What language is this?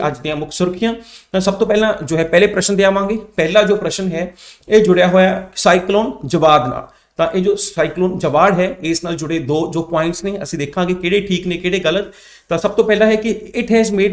Punjabi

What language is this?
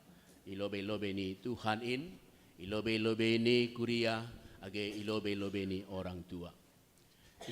Batak Simalungun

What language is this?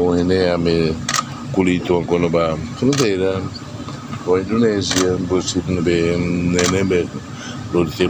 Tetum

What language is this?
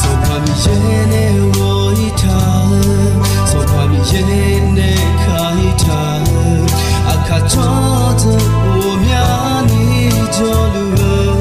Akha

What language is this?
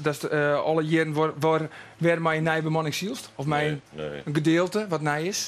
Western Frisian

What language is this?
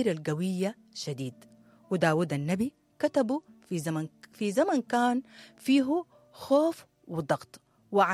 Sudanese Arabic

